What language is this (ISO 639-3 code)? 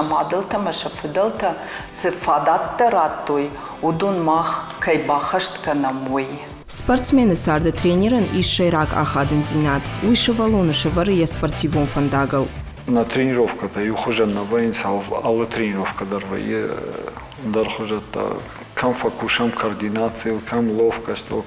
oss